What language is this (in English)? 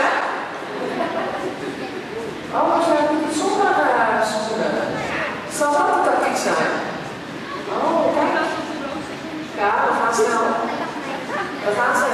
Dutch